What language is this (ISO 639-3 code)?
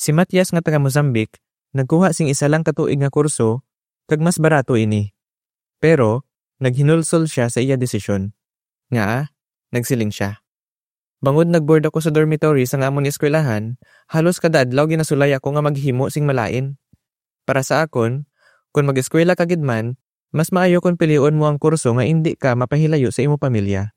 hil